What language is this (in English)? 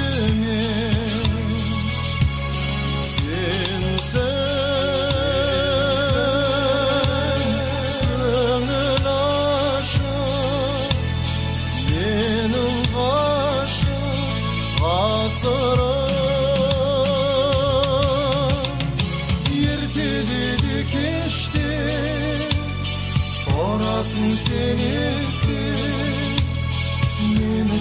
Kazakh